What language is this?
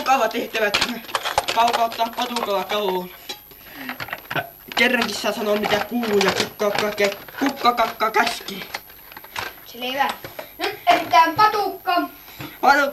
Finnish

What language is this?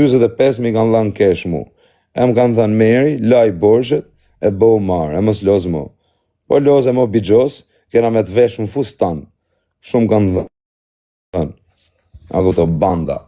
Albanian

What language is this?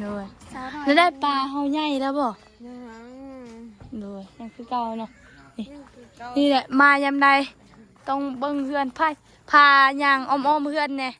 Northeastern Thai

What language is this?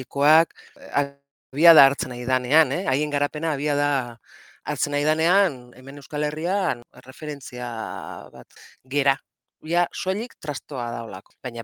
Basque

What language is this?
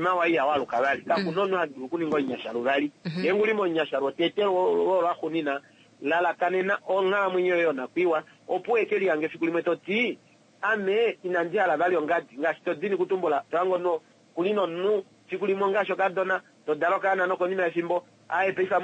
Kuanyama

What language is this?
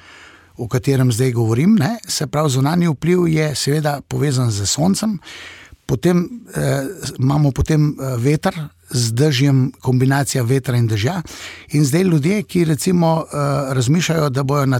Slovenian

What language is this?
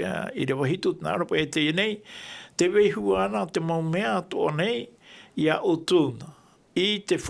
Tahitian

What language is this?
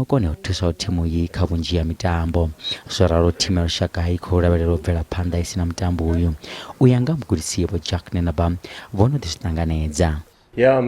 Venda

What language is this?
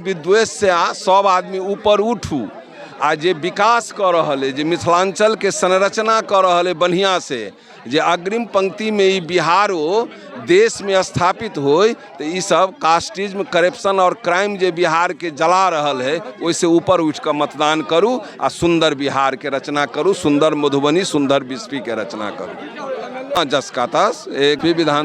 Maithili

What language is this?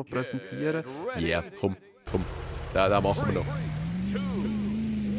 Swiss German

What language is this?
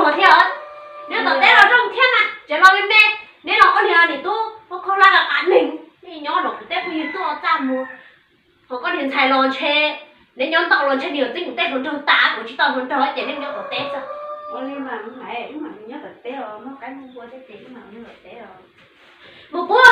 Hmong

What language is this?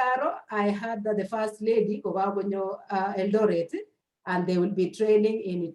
Kalenjin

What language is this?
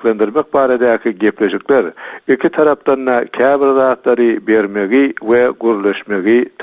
Turkmen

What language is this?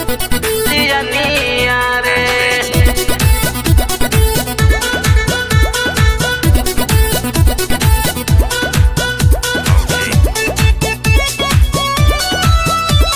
Bhojpuri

